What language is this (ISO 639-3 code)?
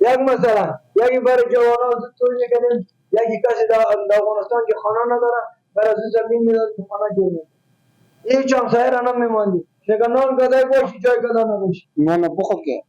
fas